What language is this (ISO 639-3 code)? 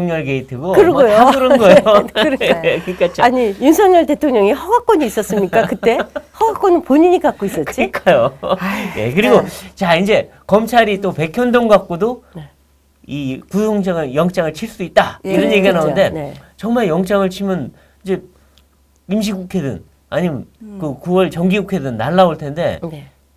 kor